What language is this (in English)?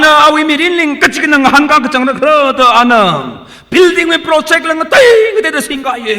Tangkhul Naga (India)